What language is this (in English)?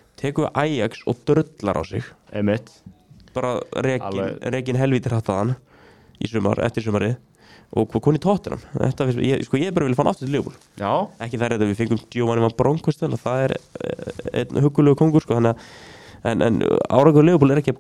Icelandic